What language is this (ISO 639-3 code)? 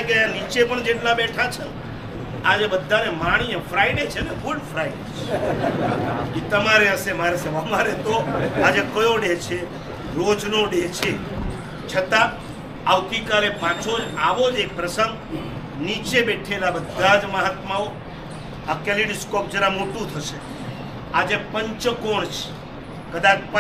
guj